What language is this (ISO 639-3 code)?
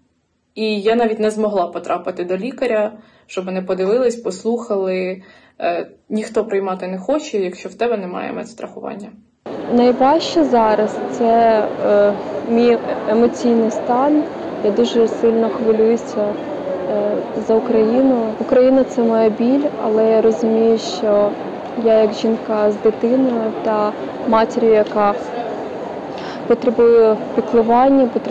ukr